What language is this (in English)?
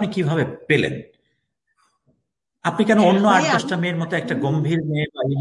Bangla